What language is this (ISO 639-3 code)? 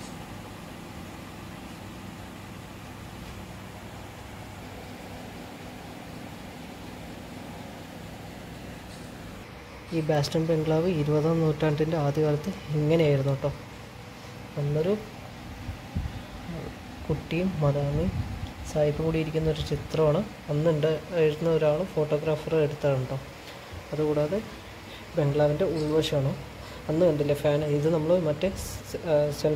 mal